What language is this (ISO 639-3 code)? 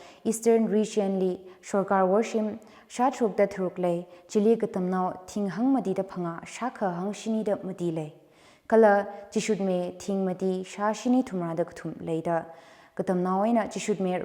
nmf